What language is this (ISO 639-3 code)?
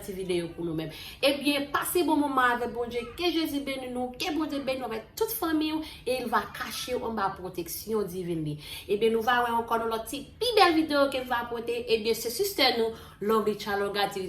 hat